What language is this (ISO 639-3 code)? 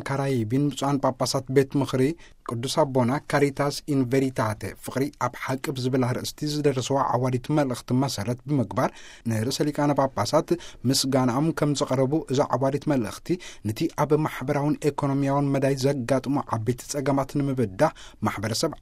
tir